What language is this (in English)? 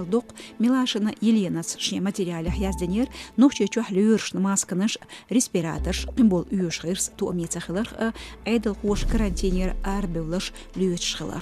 Chechen